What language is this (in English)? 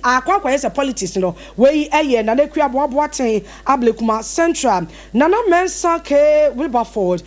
Akan